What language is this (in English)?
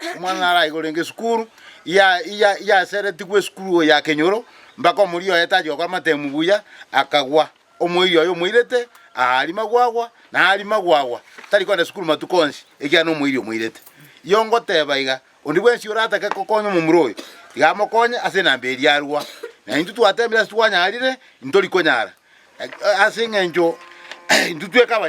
Gusii